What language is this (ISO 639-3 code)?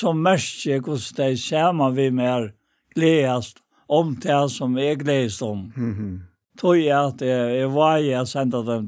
fao